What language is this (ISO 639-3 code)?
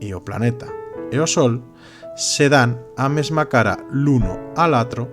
arg